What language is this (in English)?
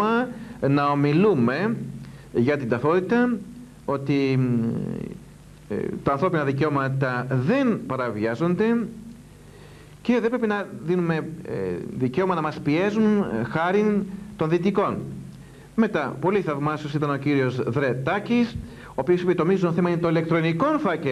Greek